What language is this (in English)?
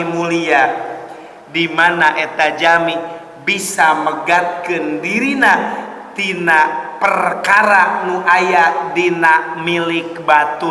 Sundanese